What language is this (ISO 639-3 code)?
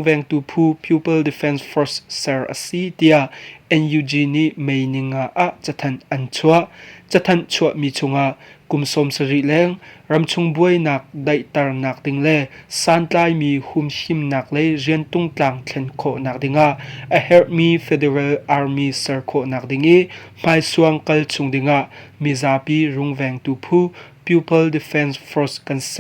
cnh